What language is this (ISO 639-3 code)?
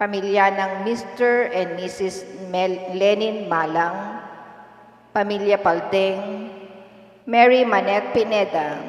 pam